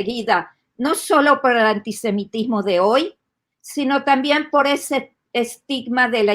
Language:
Ladino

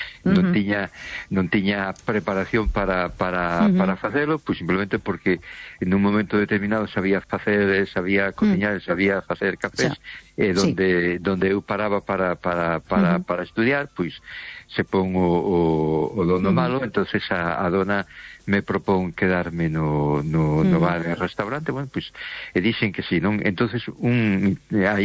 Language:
Galician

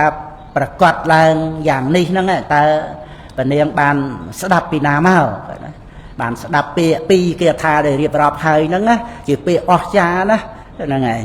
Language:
Khmer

